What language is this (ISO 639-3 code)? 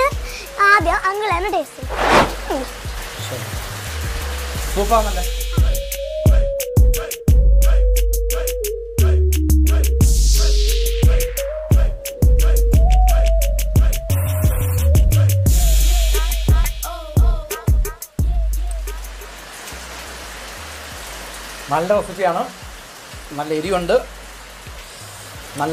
mal